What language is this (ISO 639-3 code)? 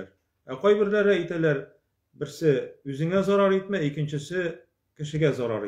tat